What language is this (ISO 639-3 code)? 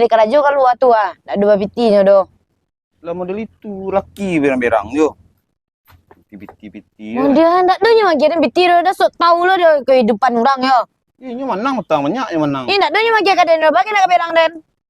min